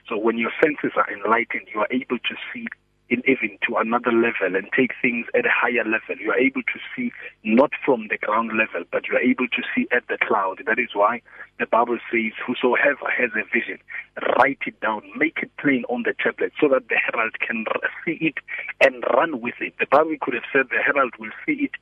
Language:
English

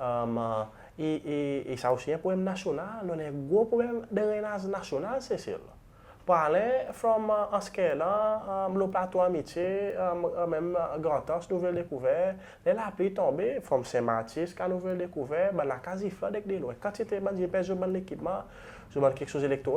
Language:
Seselwa Creole French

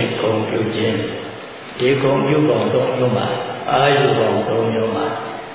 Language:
Burmese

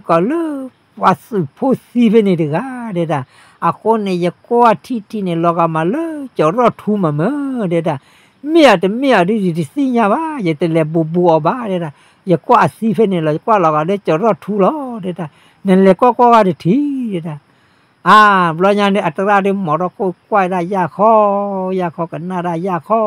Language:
S'gaw Karen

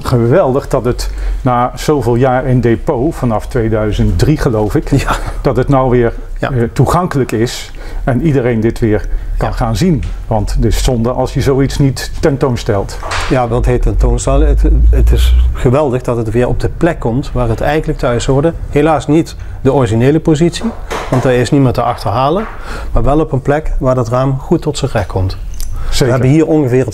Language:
Dutch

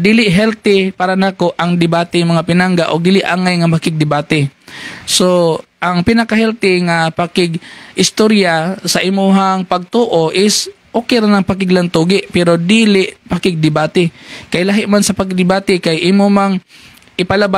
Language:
Cebuano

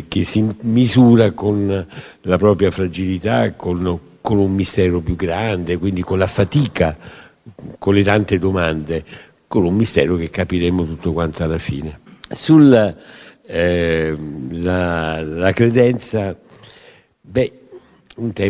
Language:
Italian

